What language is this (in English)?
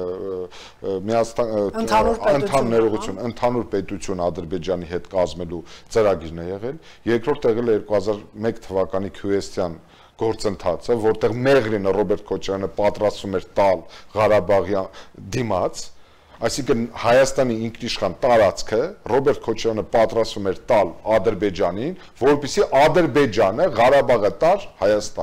Armenian